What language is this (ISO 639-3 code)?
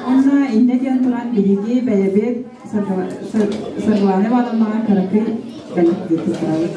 sah